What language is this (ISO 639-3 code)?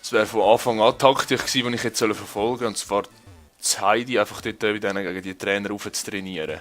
gsw